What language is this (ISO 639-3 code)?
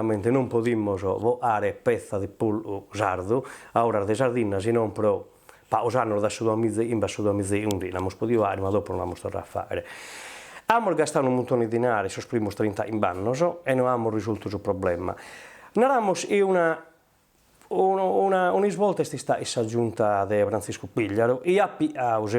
srd